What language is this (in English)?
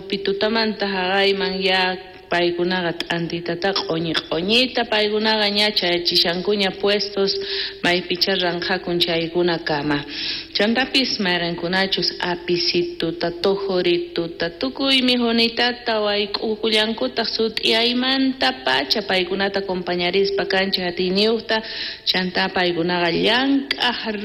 South Bolivian Quechua